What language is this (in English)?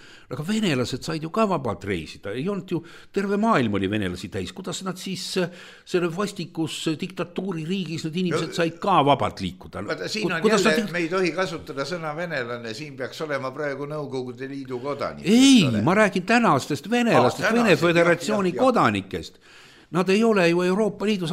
Estonian